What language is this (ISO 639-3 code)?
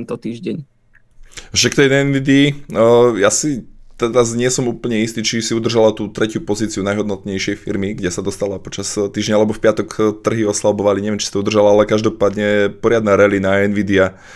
slk